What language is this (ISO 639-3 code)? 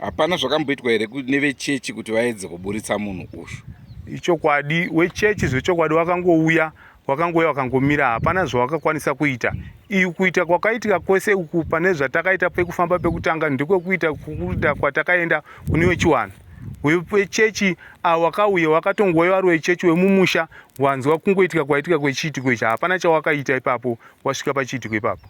sna